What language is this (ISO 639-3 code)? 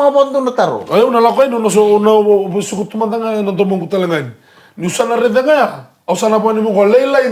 fij